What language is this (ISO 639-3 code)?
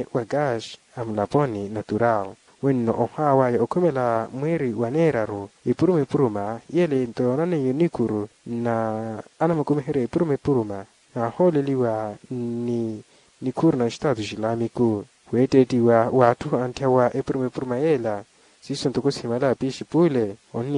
vmw